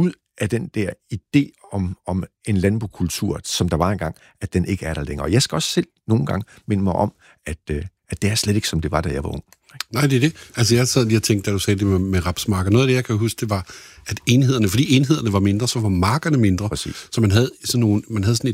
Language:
Danish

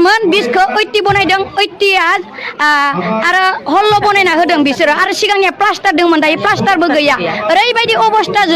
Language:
Bodo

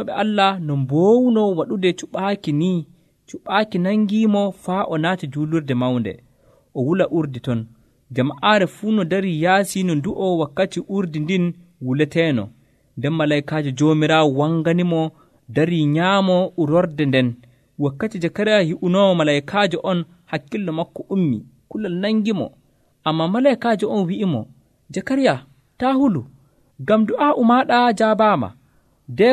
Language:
Nigerian Fulfulde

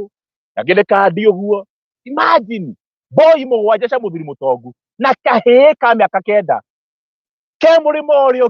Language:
Kikuyu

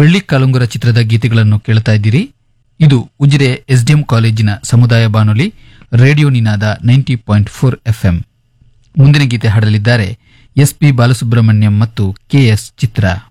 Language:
Kannada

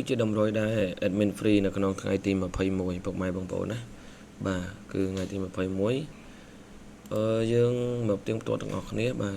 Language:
Khmer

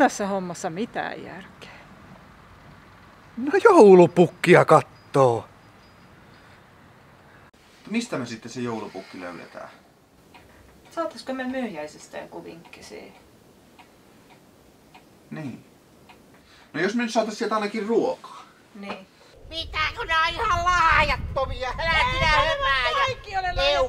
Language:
Finnish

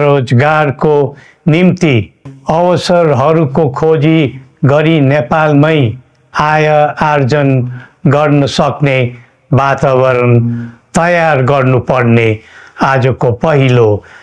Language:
Nepali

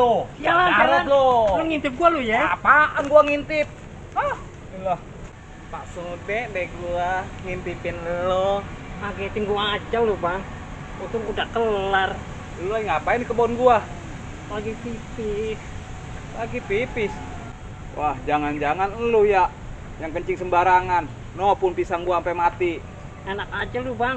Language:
Betawi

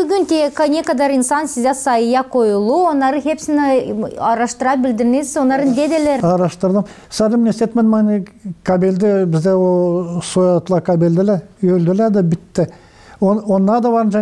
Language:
Gagauz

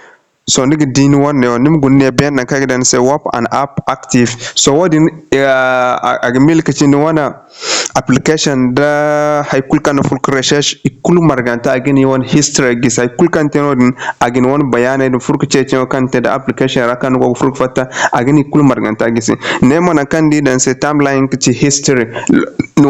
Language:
Zarma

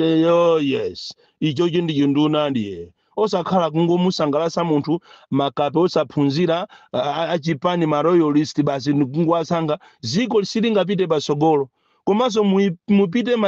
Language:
Nyanja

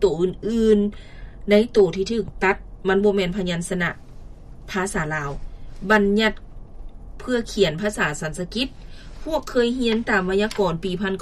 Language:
Lao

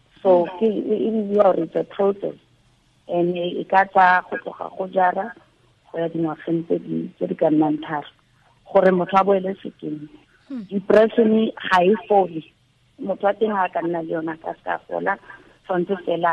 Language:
Tswana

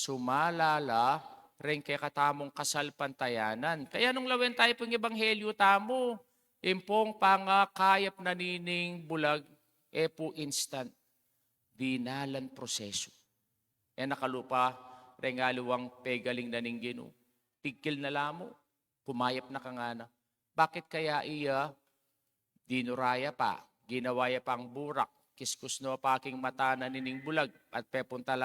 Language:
Pampanga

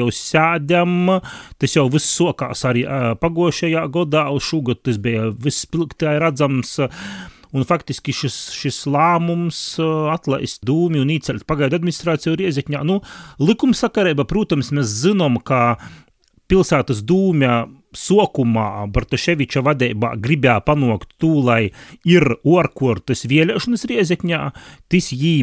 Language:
Latvian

